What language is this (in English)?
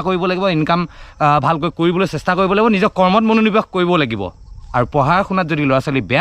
Assamese